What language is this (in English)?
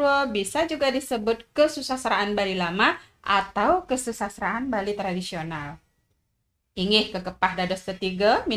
Balinese